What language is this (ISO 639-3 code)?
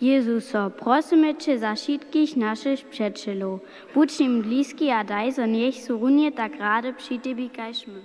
hsb